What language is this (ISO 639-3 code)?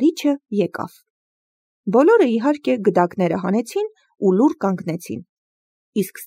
hye